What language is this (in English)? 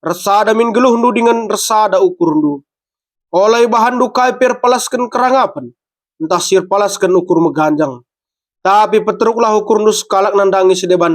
Batak Karo